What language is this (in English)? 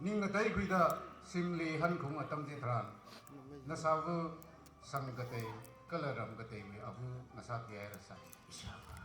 Tangkhul Naga (India)